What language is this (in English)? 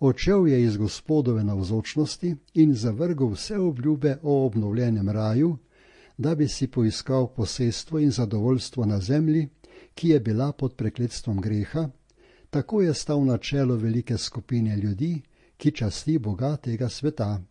Slovenian